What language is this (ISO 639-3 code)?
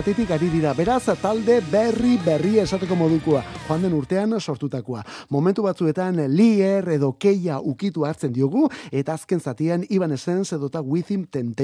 eus